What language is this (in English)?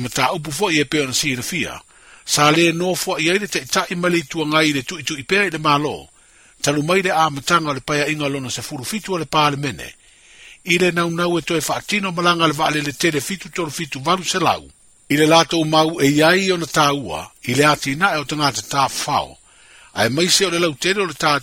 Samoan